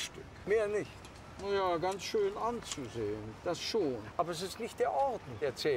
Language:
German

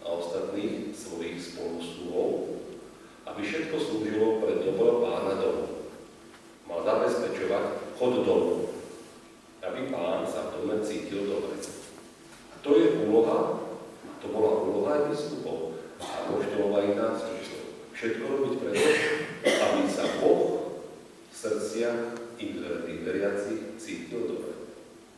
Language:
Slovak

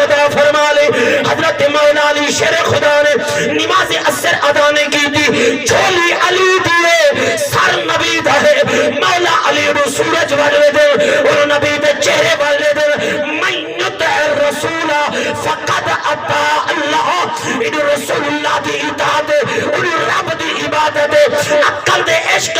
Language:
Saraiki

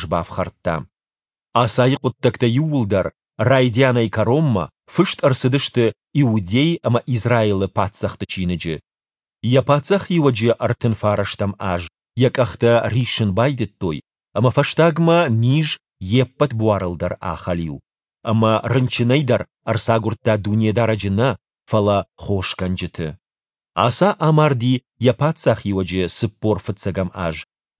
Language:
Ossetic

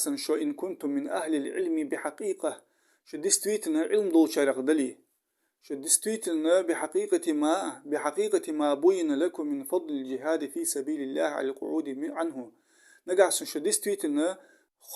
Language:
Ingush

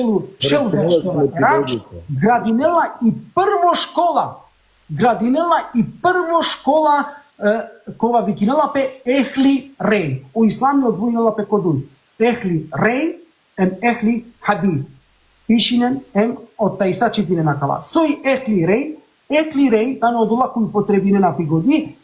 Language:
Balkan Romani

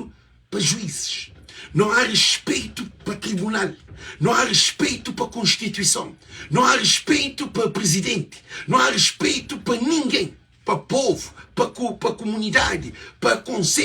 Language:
Kabuverdianu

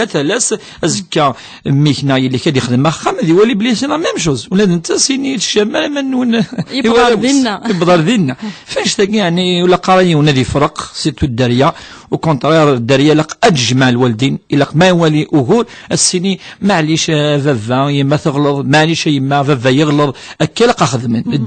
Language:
Kabyle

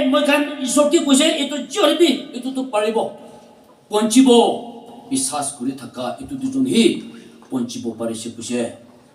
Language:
Naga Pidgin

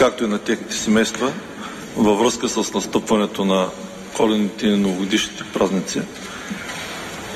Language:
Bulgarian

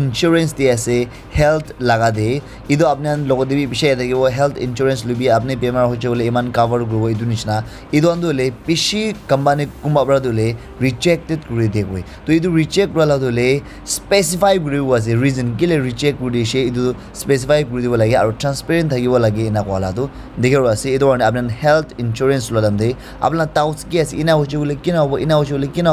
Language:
Naga Pidgin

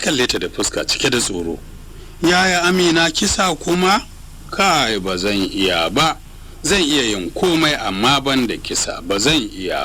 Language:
Hausa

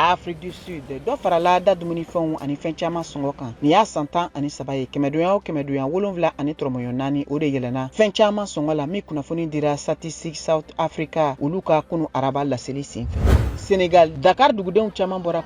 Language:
Bambara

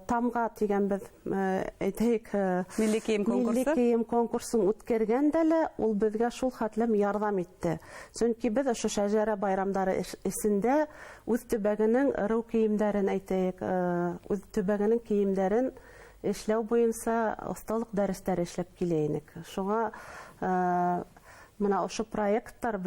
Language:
Bashkir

